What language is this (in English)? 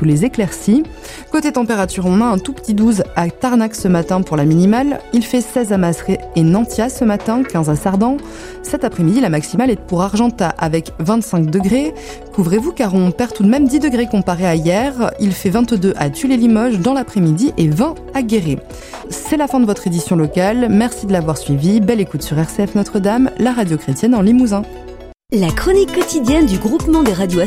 French